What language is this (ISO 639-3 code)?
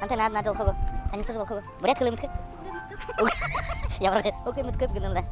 bua